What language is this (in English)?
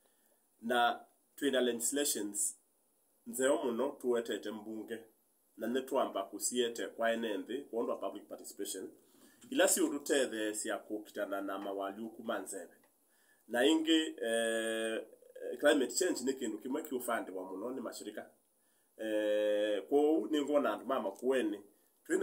Kamba